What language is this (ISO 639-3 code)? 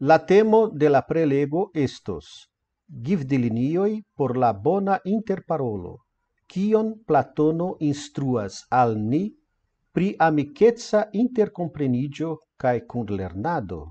epo